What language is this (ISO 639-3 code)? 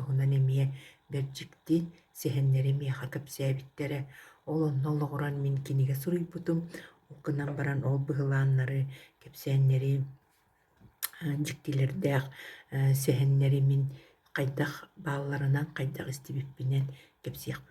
sah